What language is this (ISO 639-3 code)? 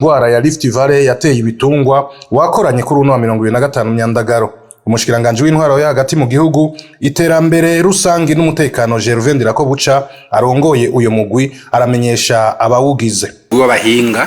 run